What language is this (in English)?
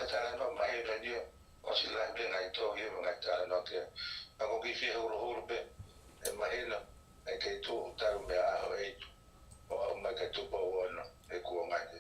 Tongan